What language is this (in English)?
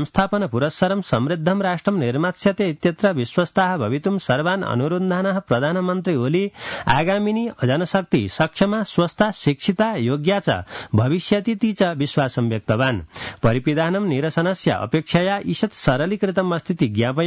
Sanskrit